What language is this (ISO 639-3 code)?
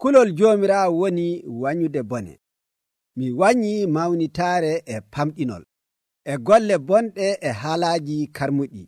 fuv